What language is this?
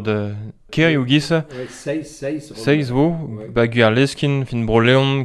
Breton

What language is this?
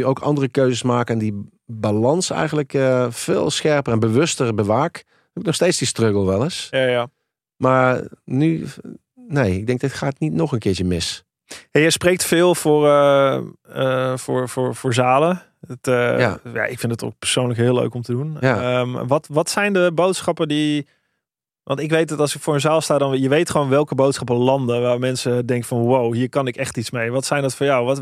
Dutch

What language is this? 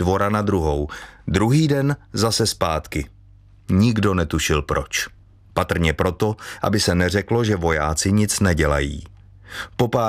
Czech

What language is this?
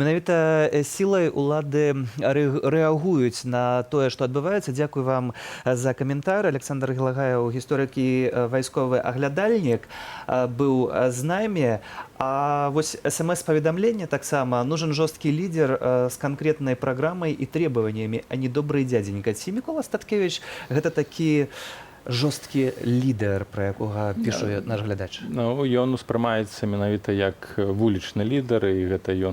Belarusian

